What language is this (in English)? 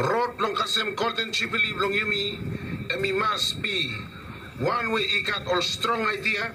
Bislama